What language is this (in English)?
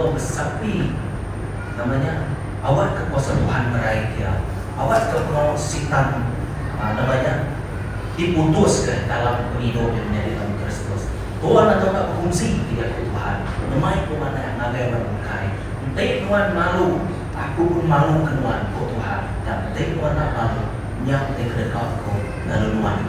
Iban